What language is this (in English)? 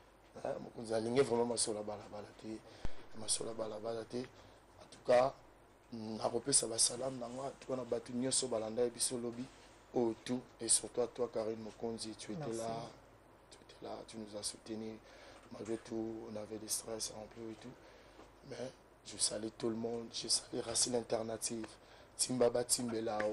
Lingala